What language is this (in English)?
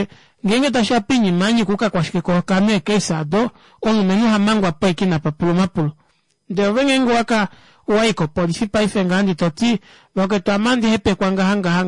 Kuanyama